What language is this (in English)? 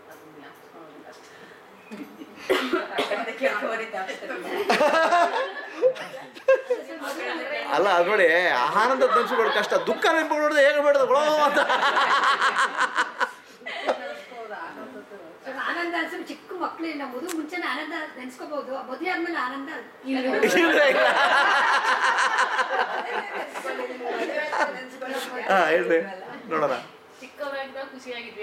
Kannada